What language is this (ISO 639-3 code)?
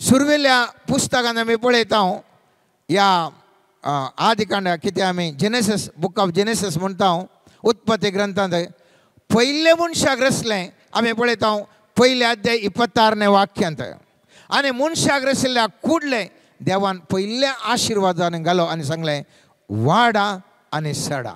kok